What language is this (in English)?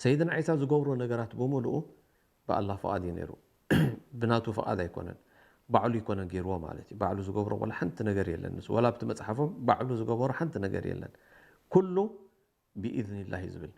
Tigrinya